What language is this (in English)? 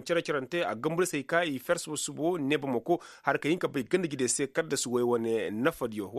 Koyraboro Senni